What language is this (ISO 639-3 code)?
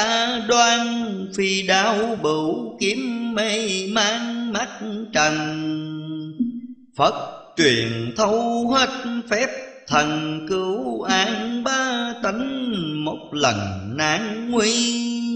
vie